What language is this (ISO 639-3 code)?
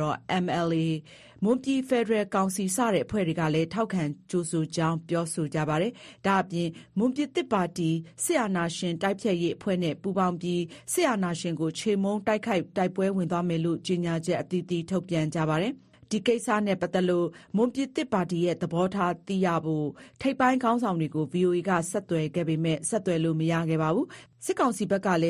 mya